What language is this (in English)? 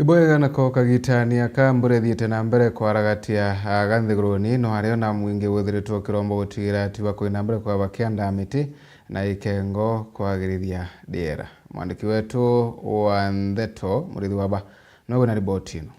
Meru